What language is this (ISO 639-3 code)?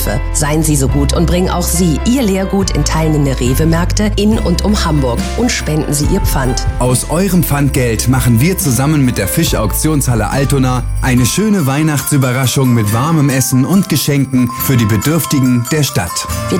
deu